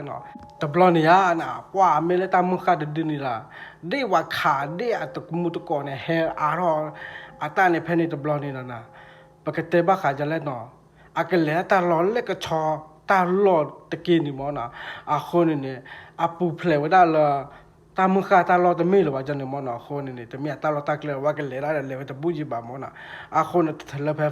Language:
S'gaw Karen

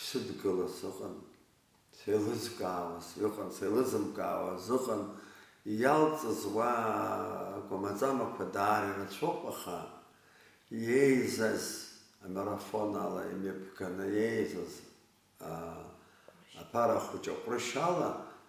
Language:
Abkhazian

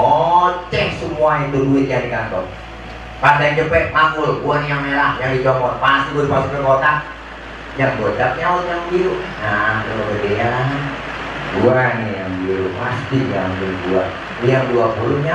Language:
Betawi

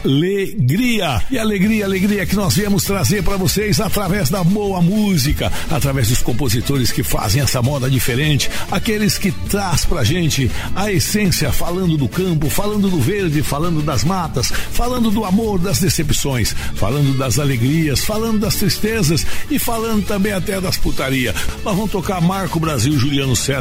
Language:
Portuguese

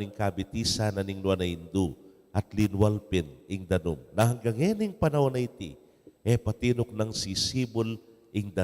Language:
Pampanga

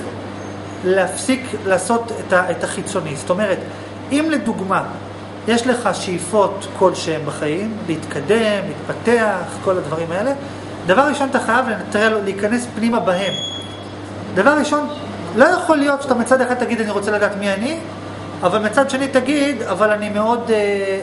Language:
Hebrew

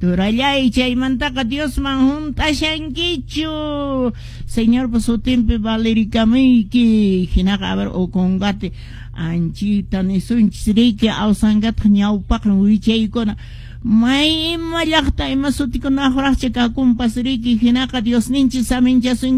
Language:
Quechua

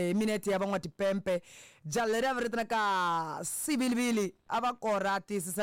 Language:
Tsonga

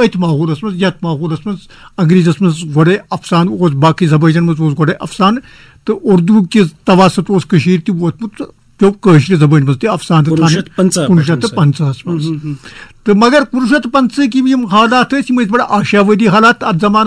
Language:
Kashmiri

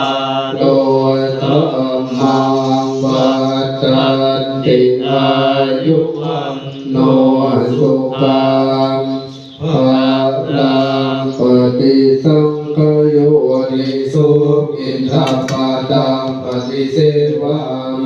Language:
Pali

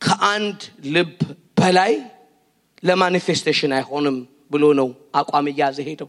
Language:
Amharic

